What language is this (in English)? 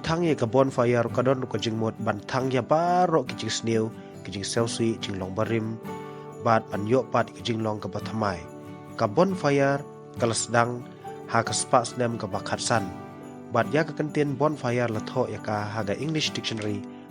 Khasi